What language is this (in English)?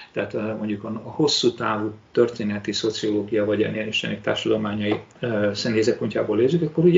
Hungarian